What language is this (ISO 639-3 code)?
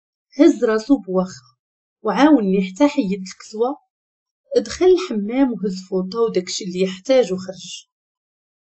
ary